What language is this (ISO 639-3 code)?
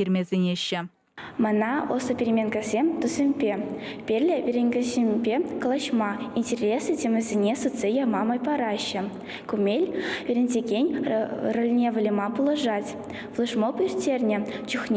chv